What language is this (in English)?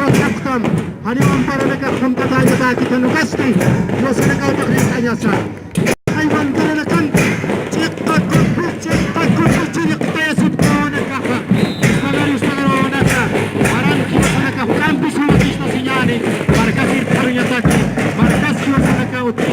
Aymara